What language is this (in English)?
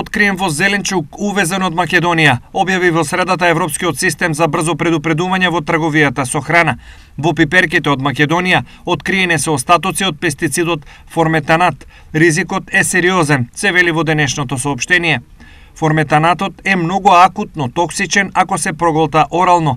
Macedonian